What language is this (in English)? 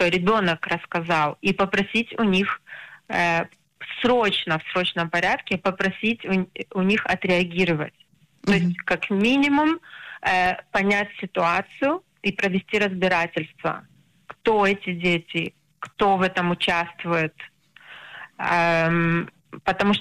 Russian